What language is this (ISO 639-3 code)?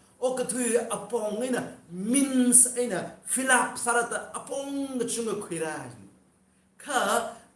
nmf